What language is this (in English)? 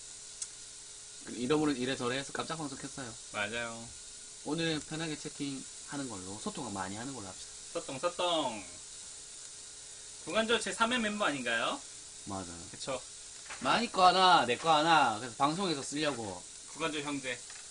Korean